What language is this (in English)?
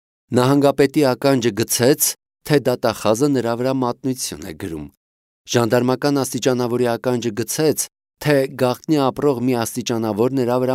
Armenian